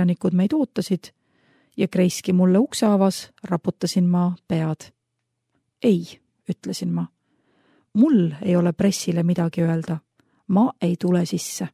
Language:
Estonian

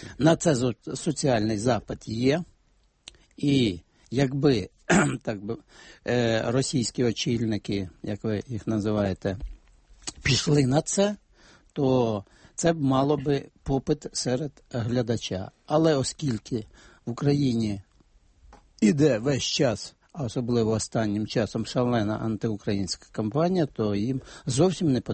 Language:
Ukrainian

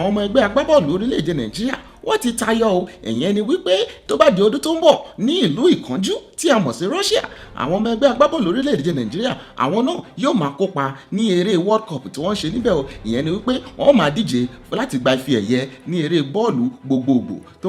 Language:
Yoruba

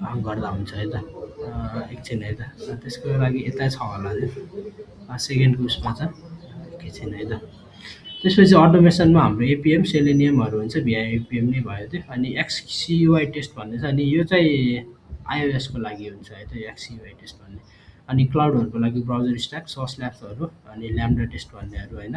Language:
Nepali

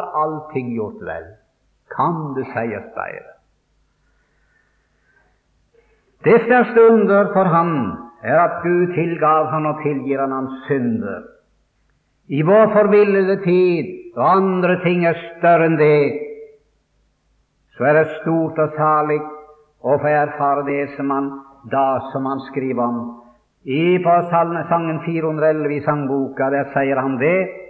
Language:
Norwegian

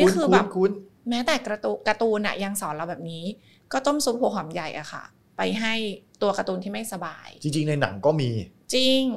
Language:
Thai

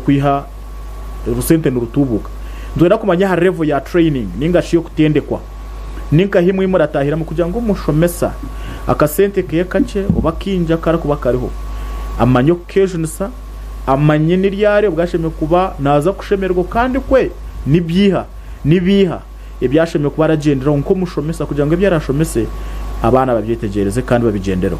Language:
Nyankole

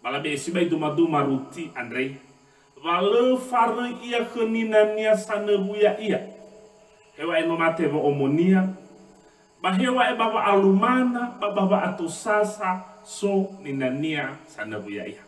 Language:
Nias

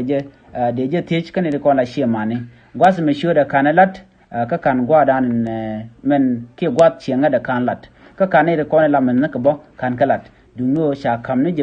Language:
Nuer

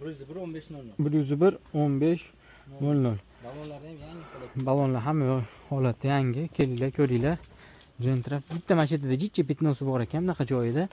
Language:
Uzbek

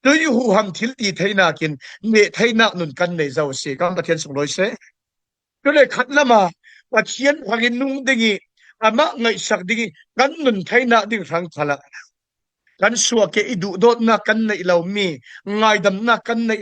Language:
Falam Chin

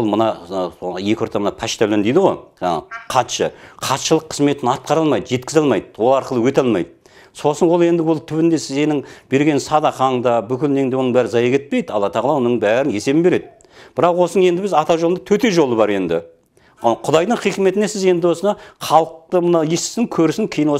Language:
Kazakh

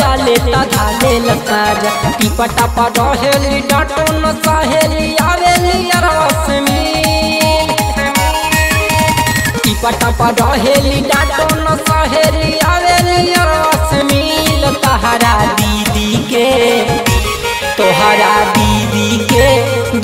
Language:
Bhojpuri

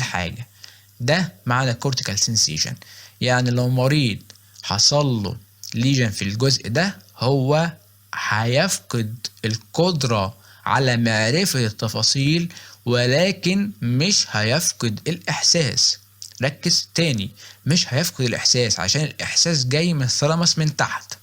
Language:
Egyptian Arabic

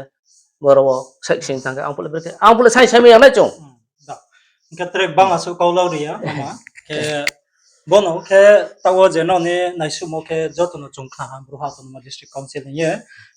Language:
Riang (India)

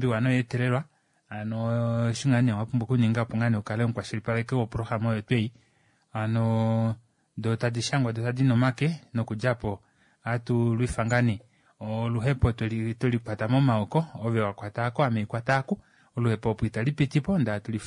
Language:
Kuanyama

